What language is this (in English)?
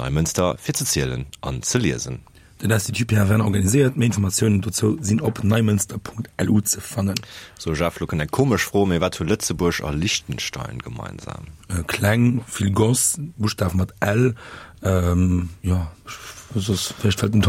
Luxembourgish